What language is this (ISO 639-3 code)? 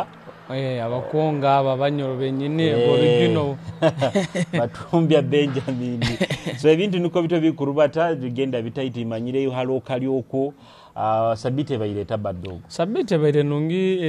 nyo